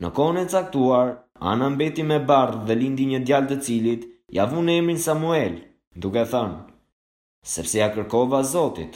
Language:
Albanian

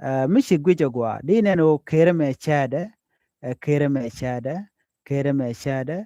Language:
Nuer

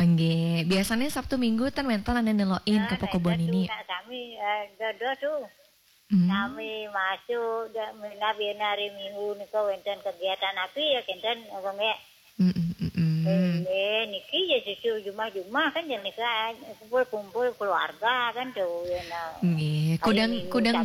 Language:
Balinese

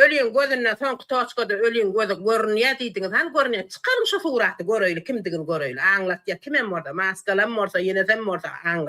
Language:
Turkmen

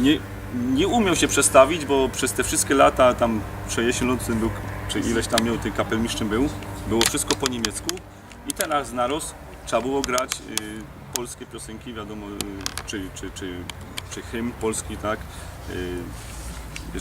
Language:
Silesian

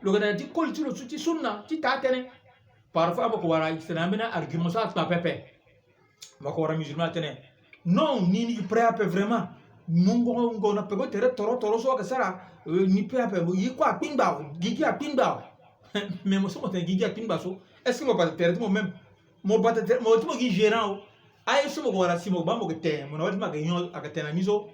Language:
Sango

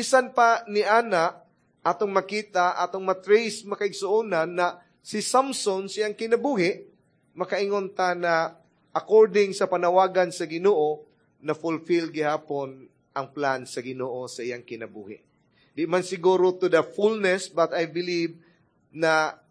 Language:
Cebuano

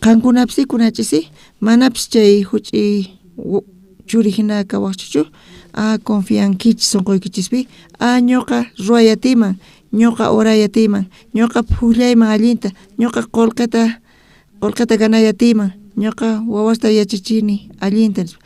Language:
South Bolivian Quechua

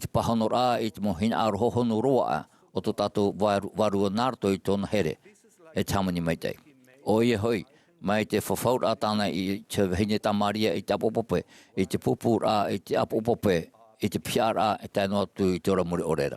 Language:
Tahitian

